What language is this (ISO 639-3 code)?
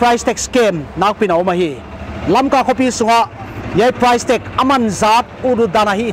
pck